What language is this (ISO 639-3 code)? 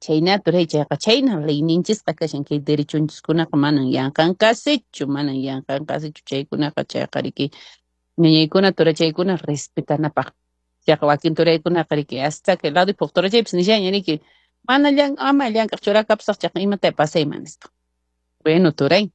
que